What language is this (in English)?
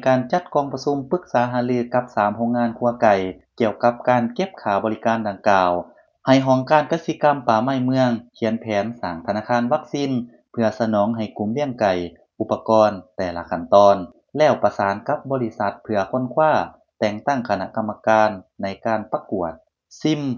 Lao